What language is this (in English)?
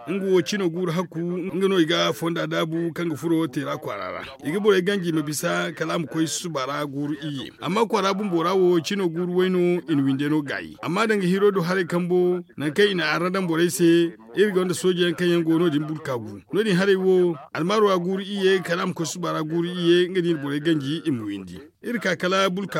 Zarma